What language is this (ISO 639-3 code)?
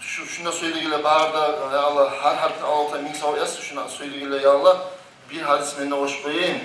kum